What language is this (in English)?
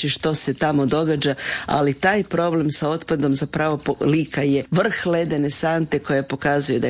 Croatian